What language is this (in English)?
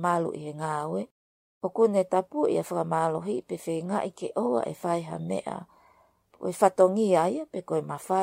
Tongan